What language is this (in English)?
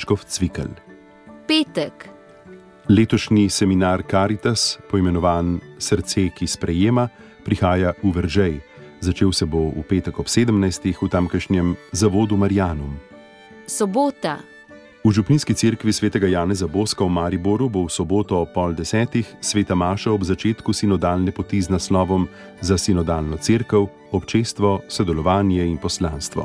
Slovenian